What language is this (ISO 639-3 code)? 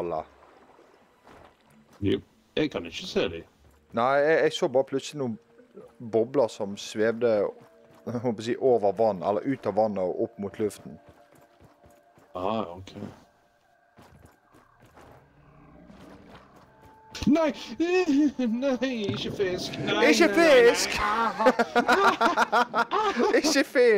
nor